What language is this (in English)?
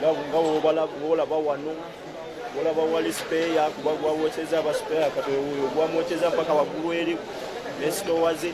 Ganda